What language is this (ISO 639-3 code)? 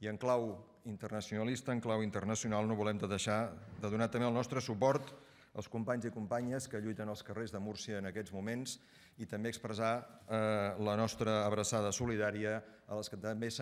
cat